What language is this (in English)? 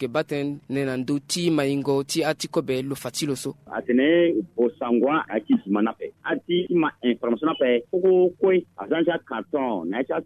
Sango